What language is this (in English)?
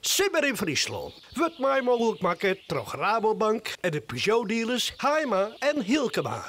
Western Frisian